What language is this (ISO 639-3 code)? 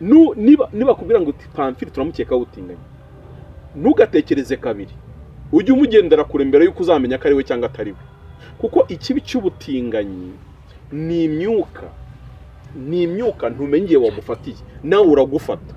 kin